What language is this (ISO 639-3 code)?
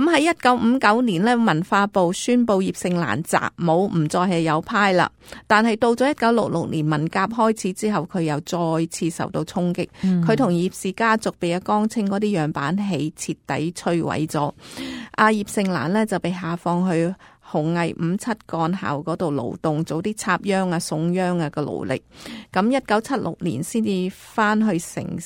yue